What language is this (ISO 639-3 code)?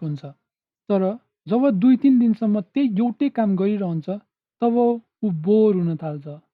nep